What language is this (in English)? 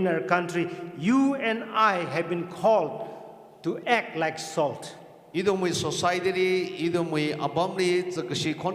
Tangkhul Naga (India)